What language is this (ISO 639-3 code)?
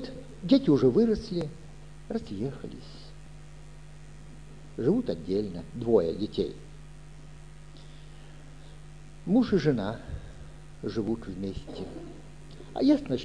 rus